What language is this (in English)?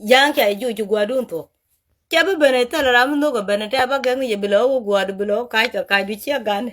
Nuer